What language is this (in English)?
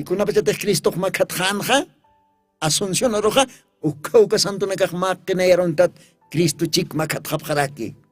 Aymara